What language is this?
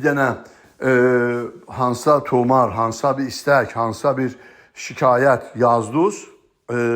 South Azerbaijani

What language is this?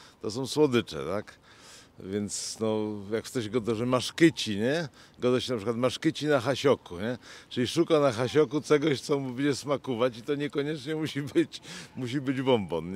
Silesian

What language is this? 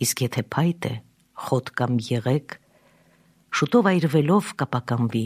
Armenian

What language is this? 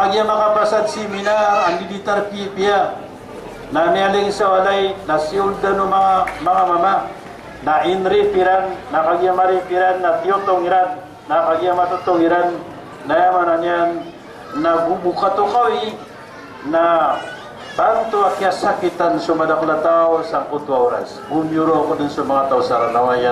Maranao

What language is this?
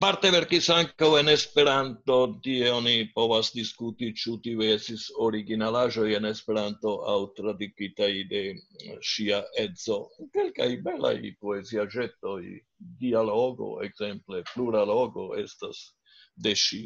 Esperanto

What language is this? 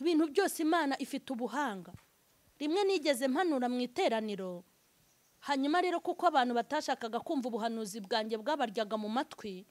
Kinyarwanda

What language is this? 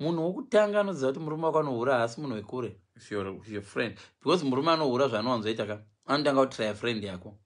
Shona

